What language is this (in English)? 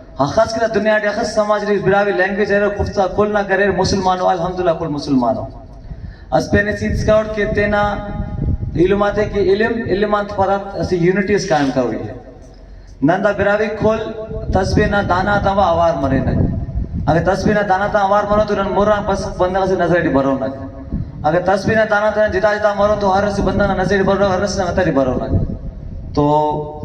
Brahui